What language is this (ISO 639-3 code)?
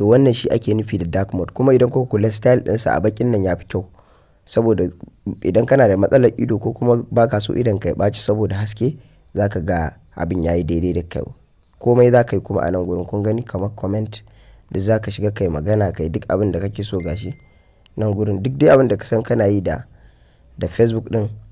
hau